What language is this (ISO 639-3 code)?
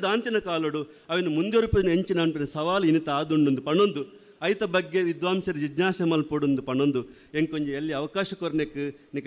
tcy